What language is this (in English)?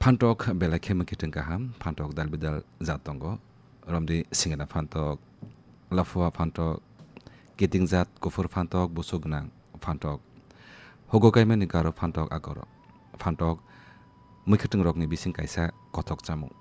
Kok Borok